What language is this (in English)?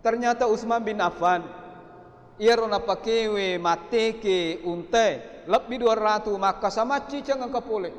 Buginese